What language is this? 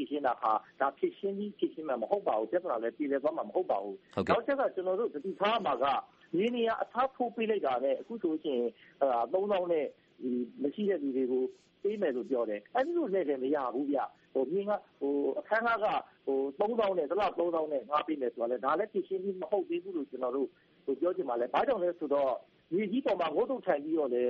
Burmese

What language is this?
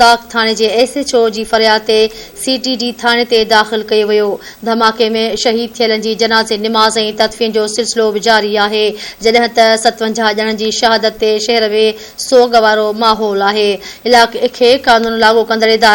Sindhi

